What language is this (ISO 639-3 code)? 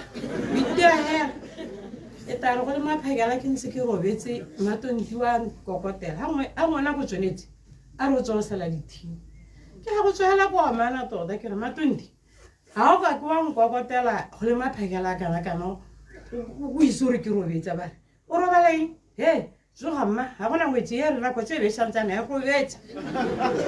tsn